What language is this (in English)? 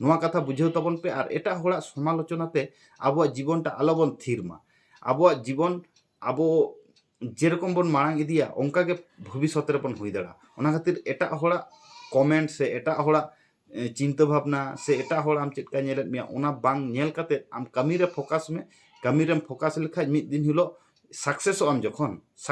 Santali